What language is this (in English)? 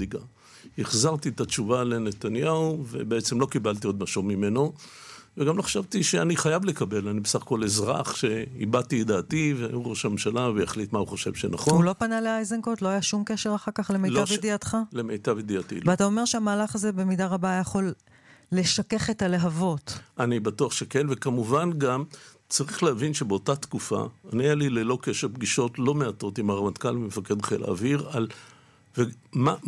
Hebrew